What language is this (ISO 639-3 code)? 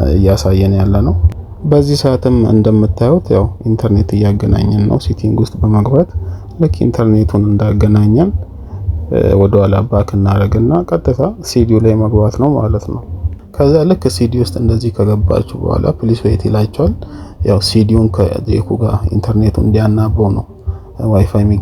amh